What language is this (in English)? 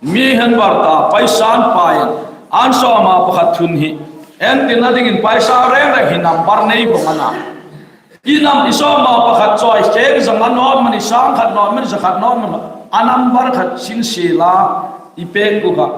Hmar